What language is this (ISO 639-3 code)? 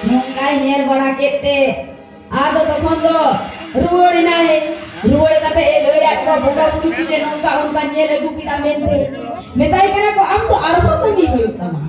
sat